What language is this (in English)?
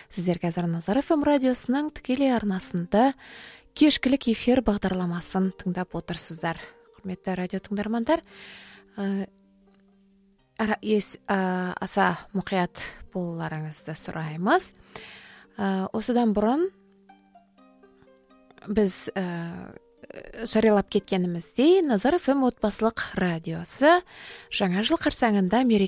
Kazakh